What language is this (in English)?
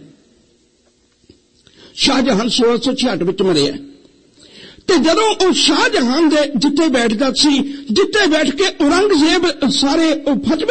Punjabi